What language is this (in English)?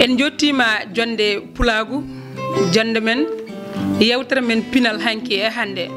Fula